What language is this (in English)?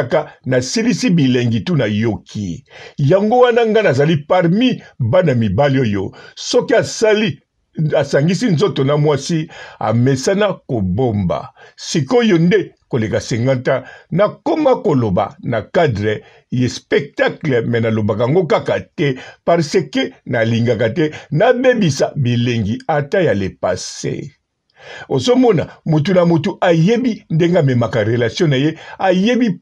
Lingala